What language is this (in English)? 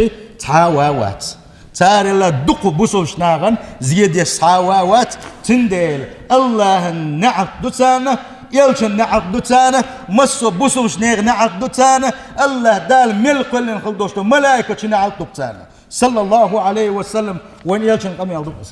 Chechen